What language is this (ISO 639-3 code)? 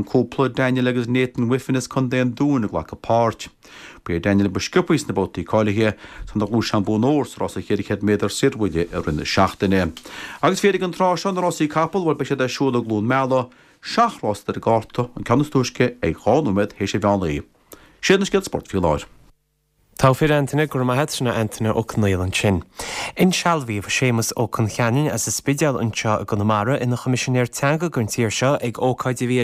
gle